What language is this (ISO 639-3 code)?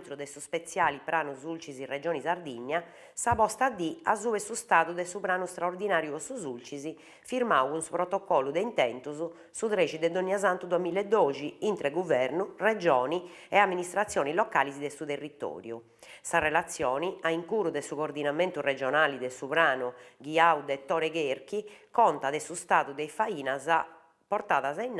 srd